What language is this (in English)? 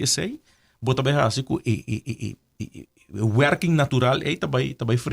Papiamento